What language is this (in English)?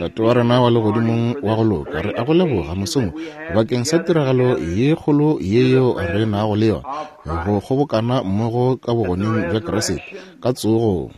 Northern Sotho